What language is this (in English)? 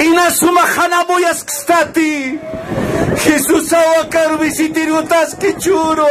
Aymara